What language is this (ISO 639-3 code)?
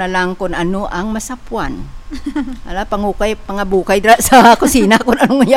hil